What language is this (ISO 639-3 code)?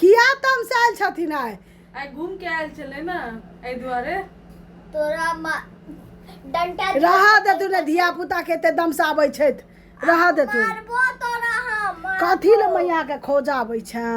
mai